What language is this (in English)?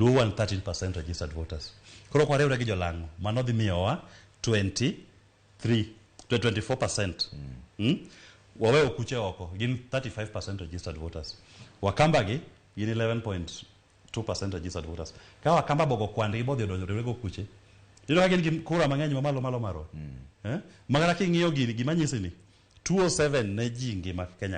Luo (Kenya and Tanzania)